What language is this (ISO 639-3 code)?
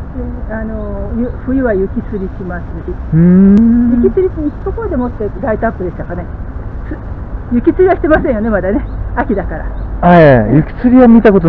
jpn